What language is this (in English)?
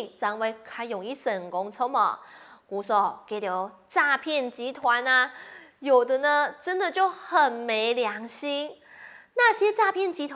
Hakka Chinese